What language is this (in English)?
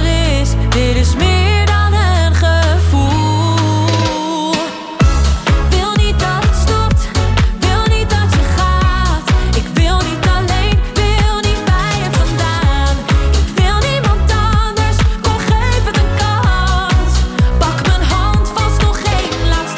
Dutch